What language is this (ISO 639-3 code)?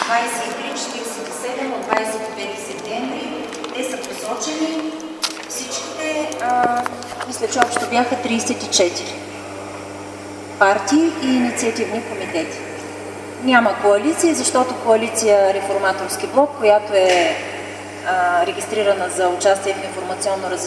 bul